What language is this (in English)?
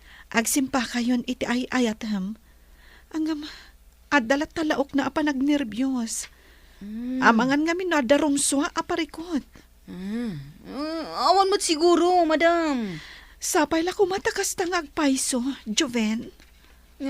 Iloko